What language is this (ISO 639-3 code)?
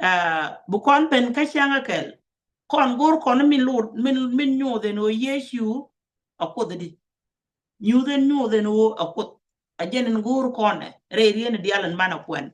nus